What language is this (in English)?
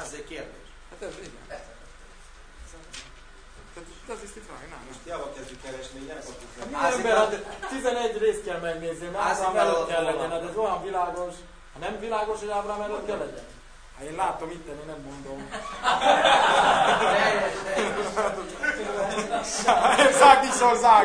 Hungarian